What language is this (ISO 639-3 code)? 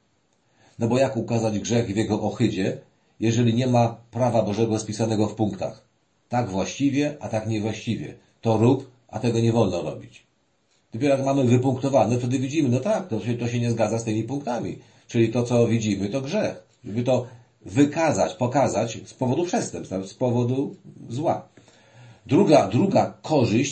pol